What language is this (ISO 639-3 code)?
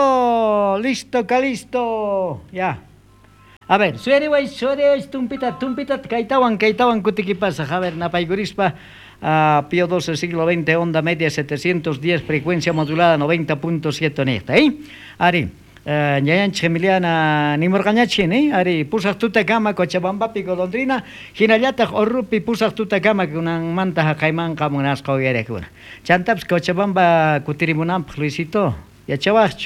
quh